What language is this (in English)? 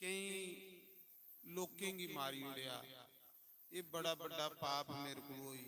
Dogri